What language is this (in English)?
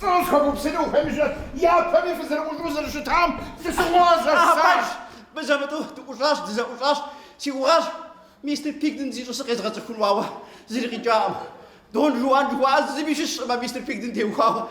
Kabardian